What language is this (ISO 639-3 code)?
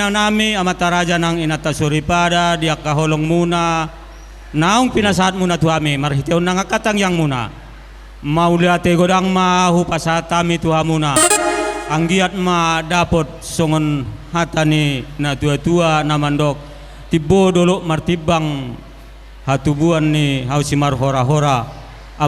bbc